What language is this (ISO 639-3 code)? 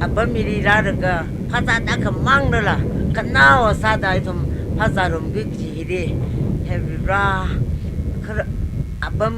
nmf